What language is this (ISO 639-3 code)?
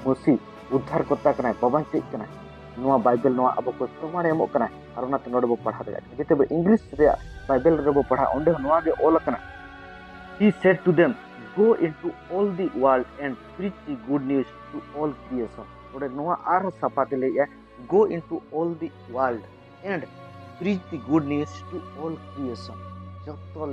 sat